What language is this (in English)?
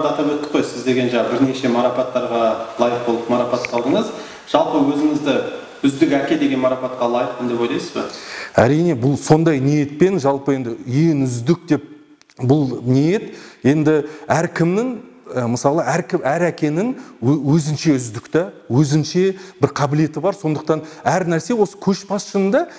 Kazakh